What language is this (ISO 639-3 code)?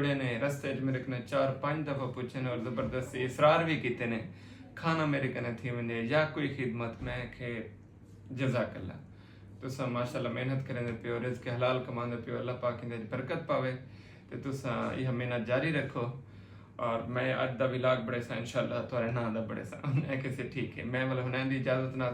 skr